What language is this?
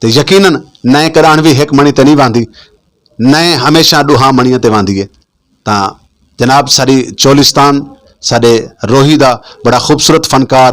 Saraiki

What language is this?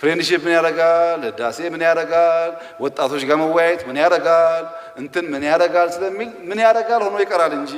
Amharic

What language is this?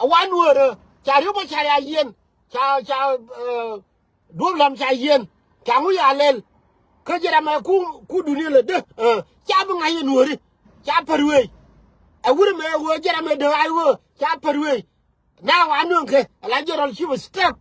Nuer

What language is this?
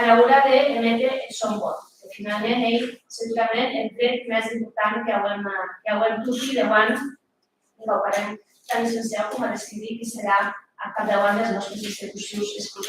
Occitan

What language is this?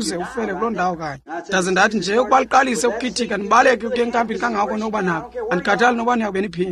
Xhosa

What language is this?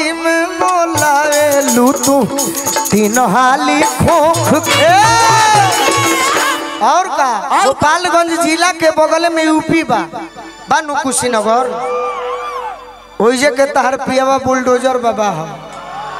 Bhojpuri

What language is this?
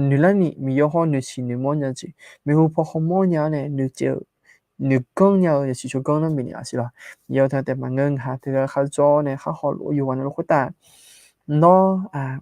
Akha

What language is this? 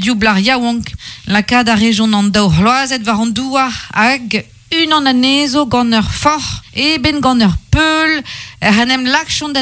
Breton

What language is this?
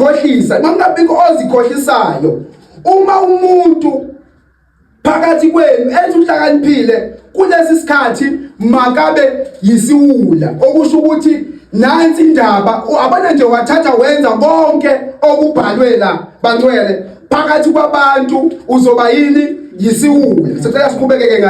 Zulu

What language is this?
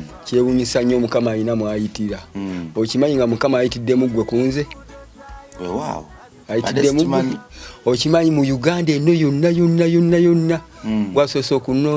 Ganda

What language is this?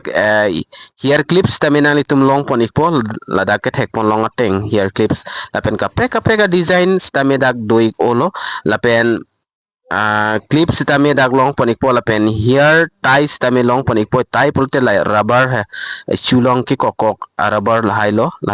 Karbi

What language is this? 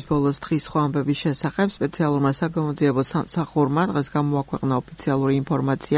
Georgian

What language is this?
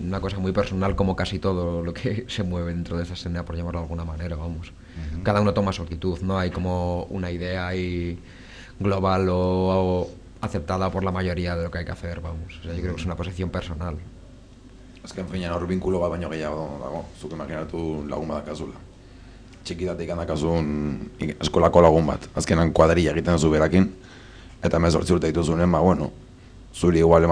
Basque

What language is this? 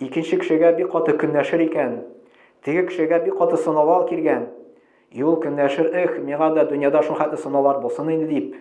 Tatar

